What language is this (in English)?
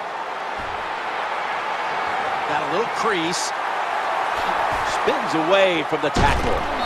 English